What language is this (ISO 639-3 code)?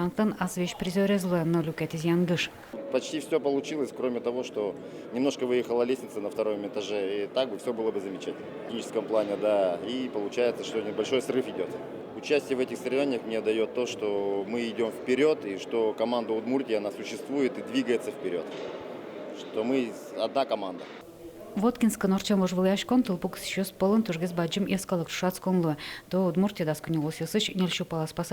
udm